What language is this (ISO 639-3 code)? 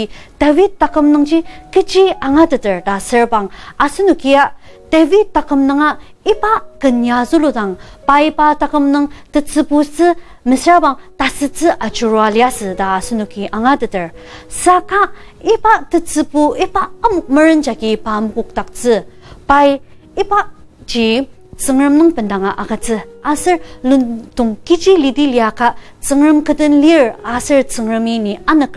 njo